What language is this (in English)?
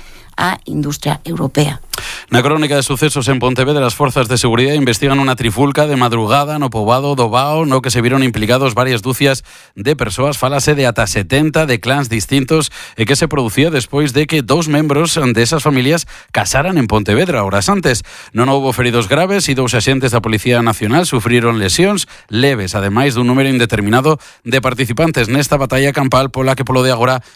Galician